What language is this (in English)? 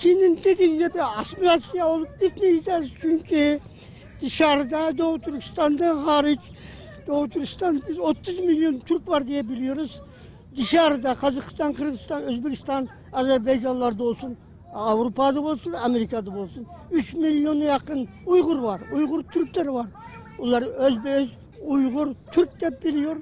Uyghur